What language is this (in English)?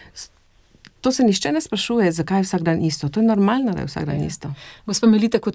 Slovenian